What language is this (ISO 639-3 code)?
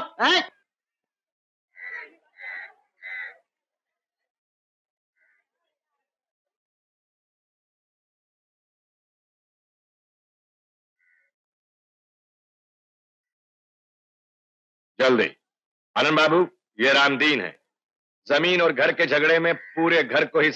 hin